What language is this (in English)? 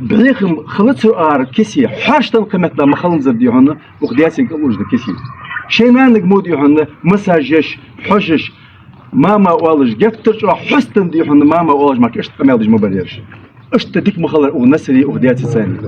Ingush